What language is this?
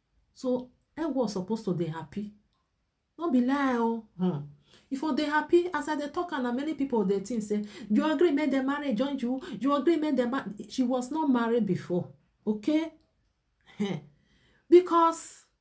Nigerian Pidgin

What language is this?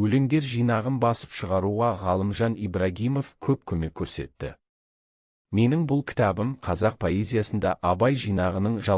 Kazakh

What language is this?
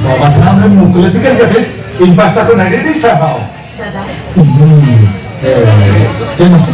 Santali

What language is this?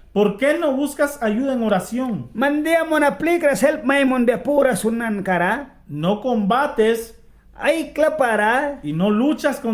Mískito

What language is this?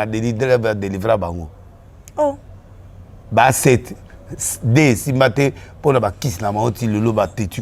Lingala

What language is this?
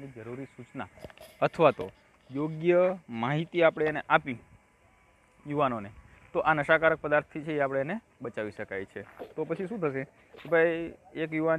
Gujarati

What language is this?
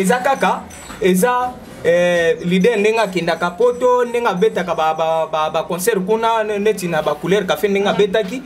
Lingala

